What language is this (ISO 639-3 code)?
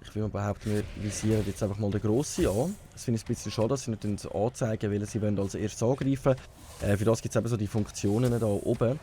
gsw